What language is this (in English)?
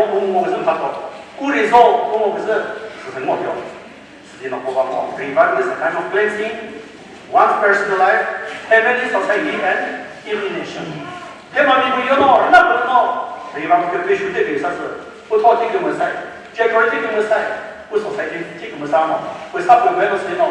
Chokri Naga